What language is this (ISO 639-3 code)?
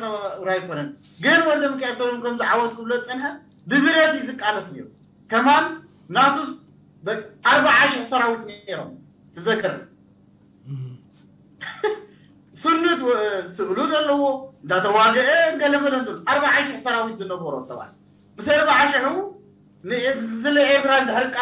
tir